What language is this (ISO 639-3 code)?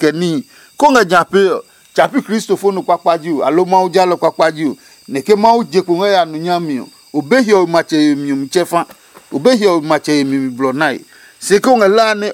ada